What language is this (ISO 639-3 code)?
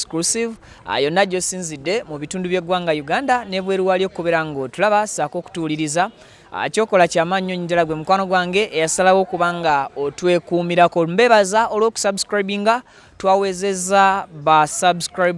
lug